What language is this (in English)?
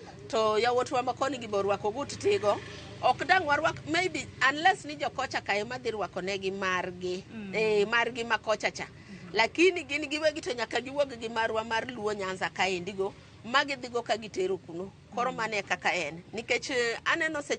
Luo (Kenya and Tanzania)